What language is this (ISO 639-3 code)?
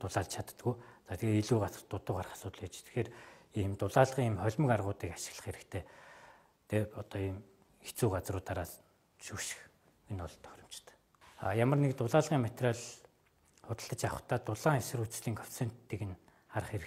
mon